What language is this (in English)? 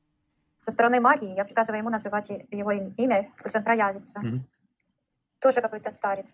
Russian